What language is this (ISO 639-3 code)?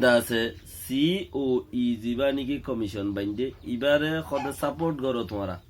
rhg